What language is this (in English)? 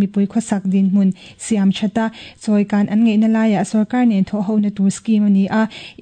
Mizo